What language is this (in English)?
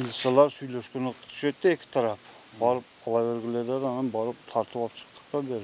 Kyrgyz